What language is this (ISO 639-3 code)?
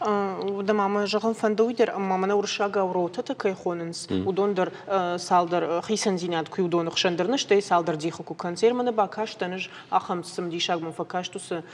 oss